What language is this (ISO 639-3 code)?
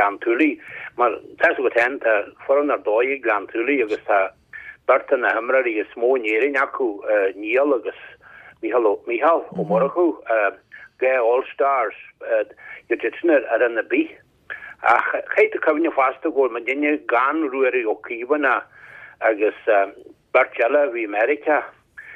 gle